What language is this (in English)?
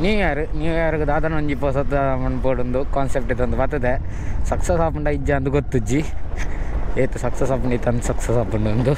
Tulu